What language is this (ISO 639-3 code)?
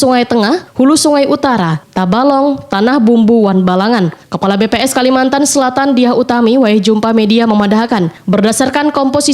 bjn